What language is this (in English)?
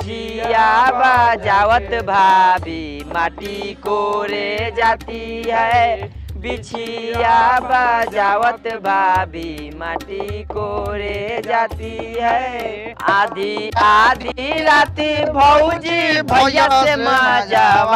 Bhojpuri